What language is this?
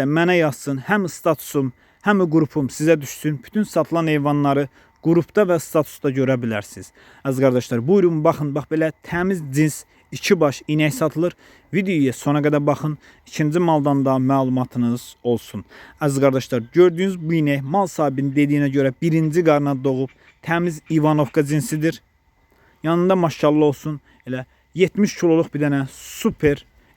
Azerbaijani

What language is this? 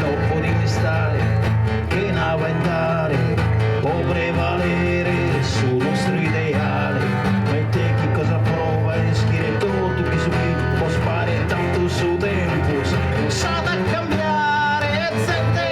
Sardinian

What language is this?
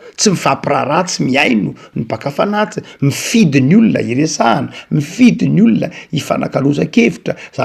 Malagasy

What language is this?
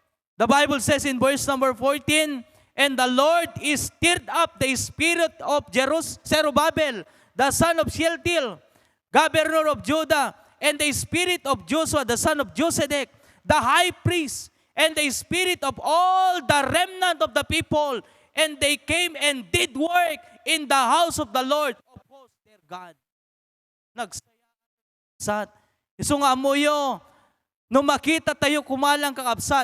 Iloko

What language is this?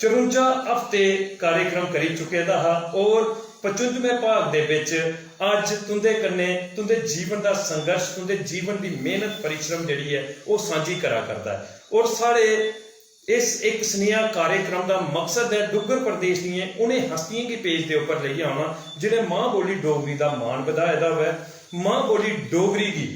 Dogri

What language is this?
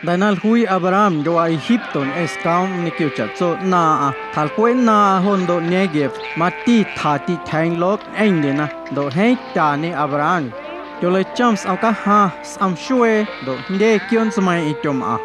Guerrero Amuzgo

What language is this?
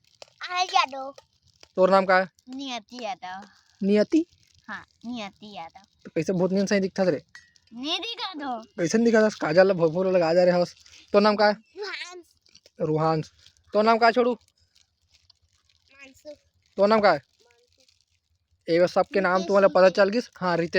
Chhattisgarhi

